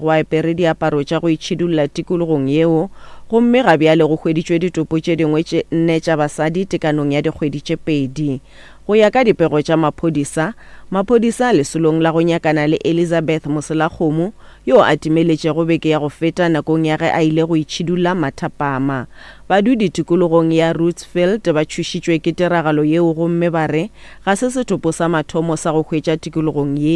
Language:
Northern Sotho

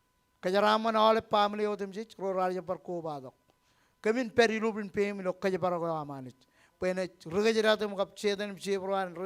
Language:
Marshallese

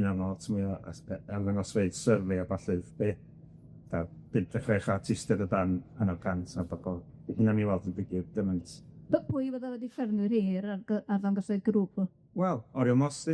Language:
Welsh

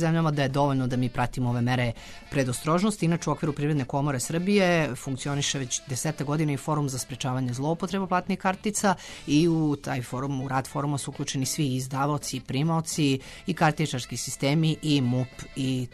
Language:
Serbian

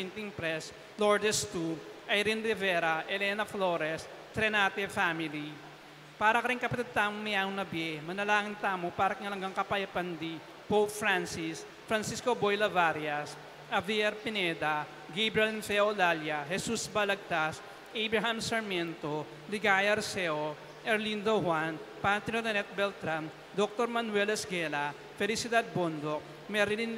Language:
Pampanga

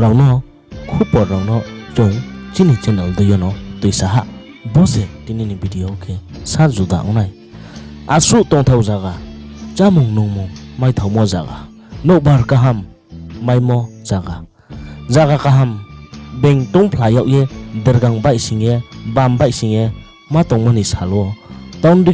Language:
Riang (India)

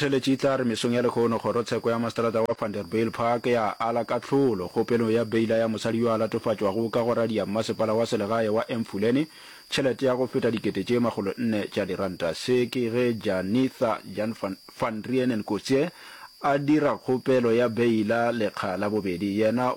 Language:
Northern Sotho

